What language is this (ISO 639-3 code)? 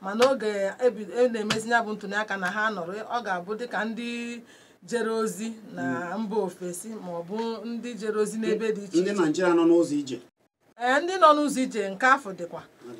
ibo